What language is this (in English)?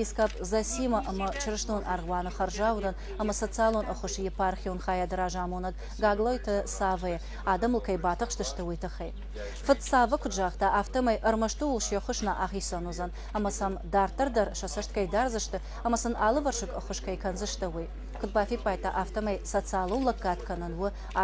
Ossetic